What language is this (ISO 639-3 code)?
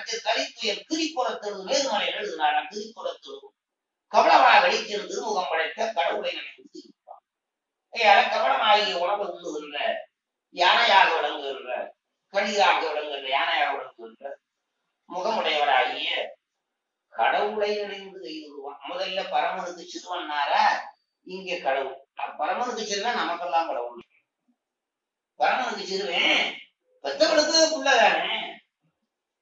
tam